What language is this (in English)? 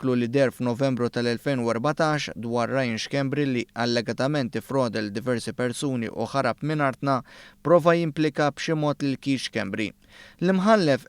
Maltese